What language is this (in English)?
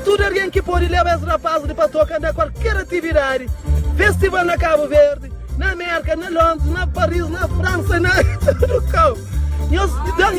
Kabuverdianu